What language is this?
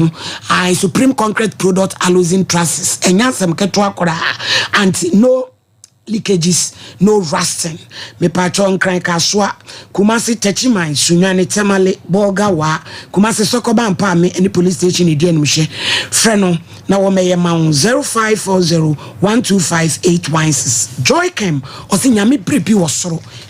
Akan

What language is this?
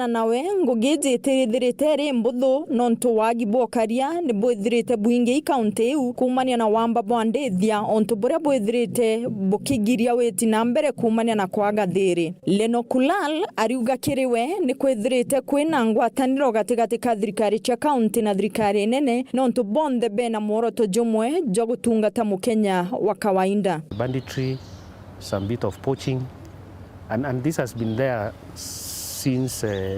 Meru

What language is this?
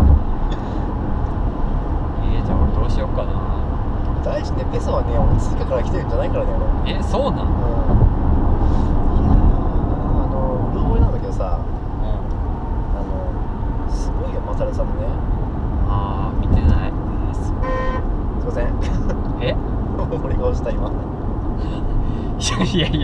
Japanese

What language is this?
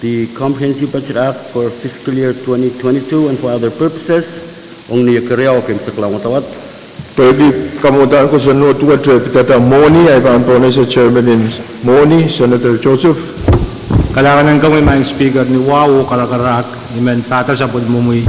Pohnpeian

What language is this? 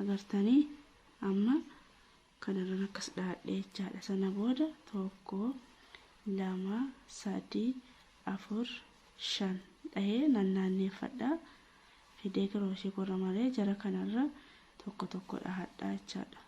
Oromo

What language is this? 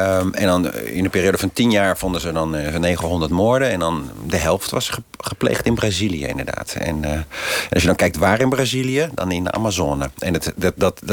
Dutch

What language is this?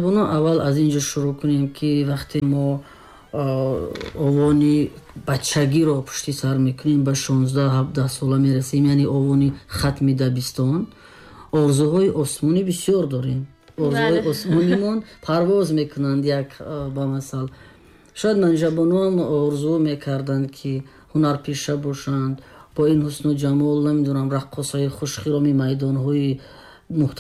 Tajik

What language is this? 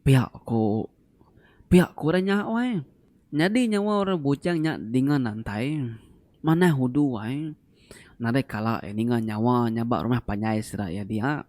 Iban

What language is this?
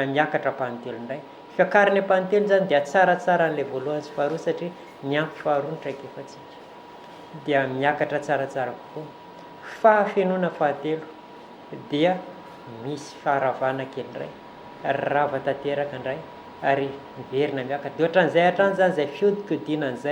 Malagasy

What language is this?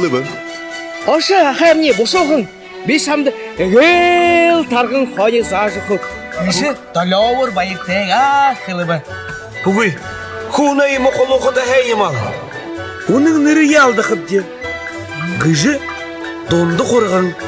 Buriat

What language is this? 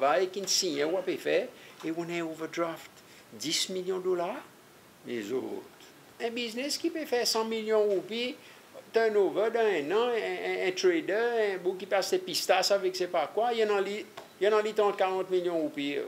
Seselwa Creole French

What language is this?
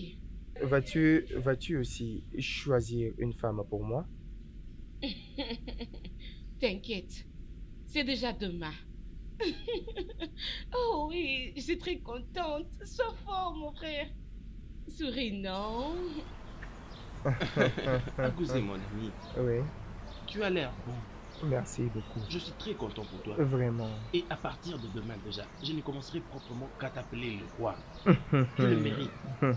French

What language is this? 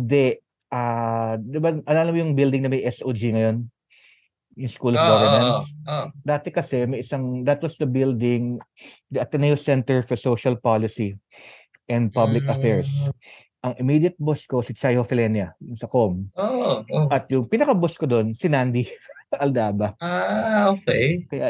Filipino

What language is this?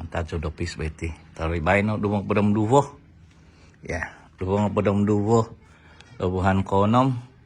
Central Dusun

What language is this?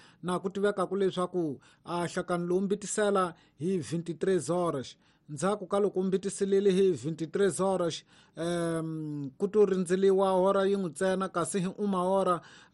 Tsonga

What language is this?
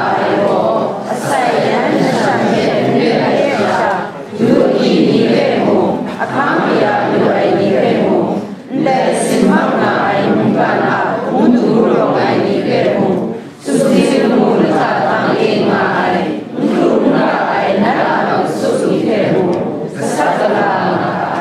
Kachin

